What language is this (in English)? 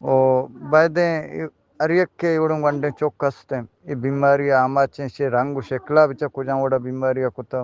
Eastern Balochi